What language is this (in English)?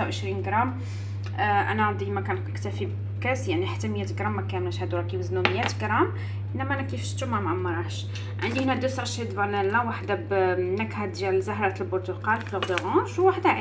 Moroccan Arabic